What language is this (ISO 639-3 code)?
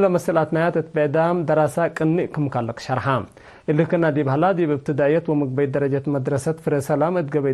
tig